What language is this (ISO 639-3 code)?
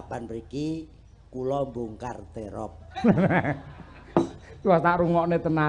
jav